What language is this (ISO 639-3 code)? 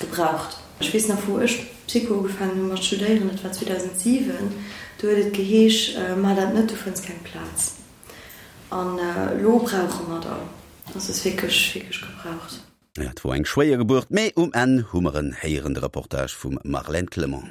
ltz